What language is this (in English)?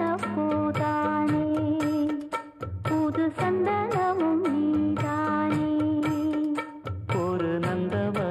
Tamil